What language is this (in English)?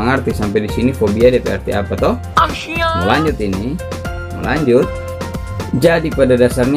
Manado Malay